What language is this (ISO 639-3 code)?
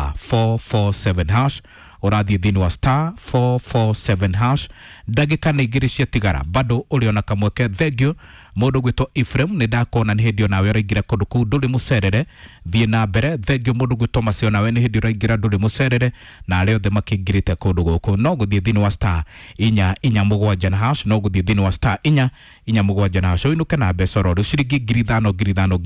kik